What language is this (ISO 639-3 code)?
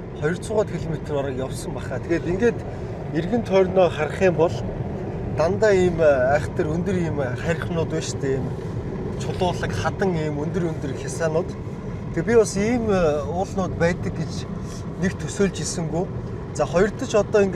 mon